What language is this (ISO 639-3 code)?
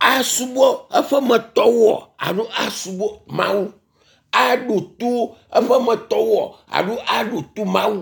ewe